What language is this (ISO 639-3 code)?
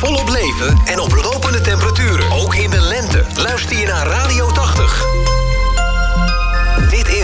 nld